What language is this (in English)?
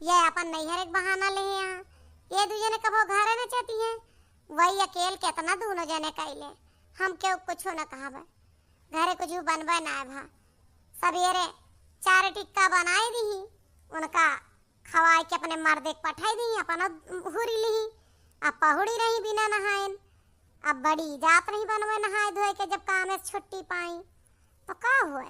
Awadhi